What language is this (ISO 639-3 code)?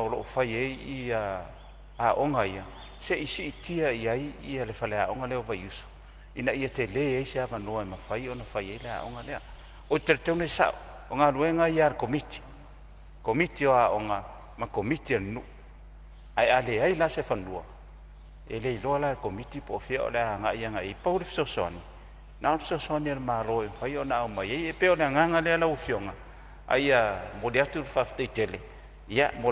smo